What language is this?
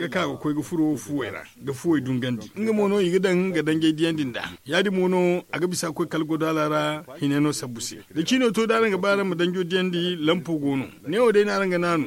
Zarma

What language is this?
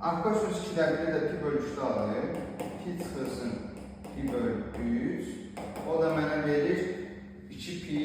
Azerbaijani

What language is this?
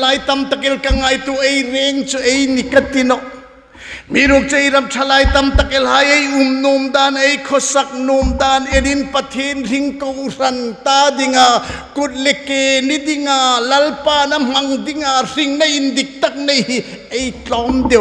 Hmar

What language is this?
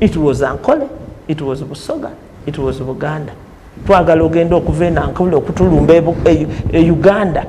Nyankole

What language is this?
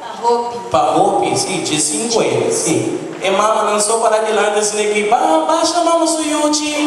Papiamento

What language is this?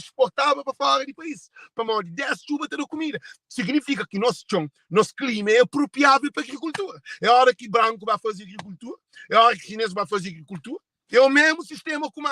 Kabuverdianu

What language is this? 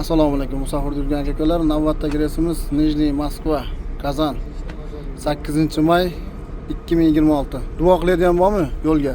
Uzbek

